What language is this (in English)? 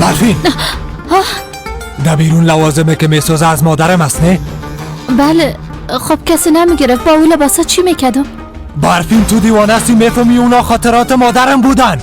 Persian